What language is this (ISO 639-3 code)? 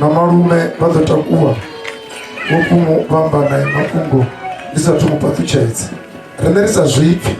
ven